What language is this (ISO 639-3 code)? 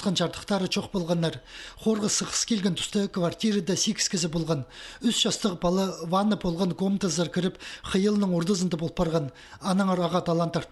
kjh